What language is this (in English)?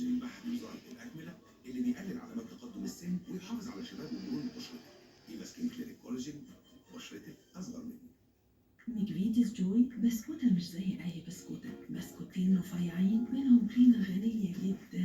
Egyptian Arabic